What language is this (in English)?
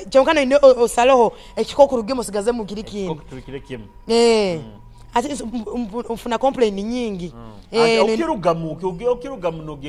Nyoro